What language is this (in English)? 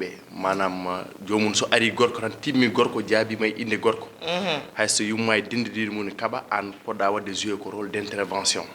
Fula